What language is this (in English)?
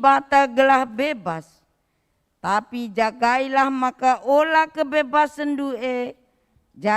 Batak Karo